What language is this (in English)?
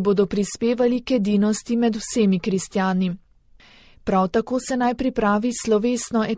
Slovenian